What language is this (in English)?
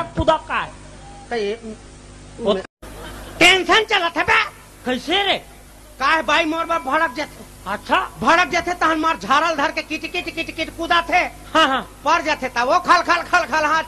Chhattisgarhi